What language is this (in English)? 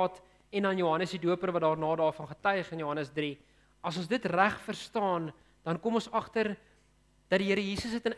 Afrikaans